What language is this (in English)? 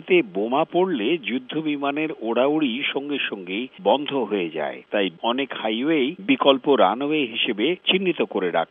Bangla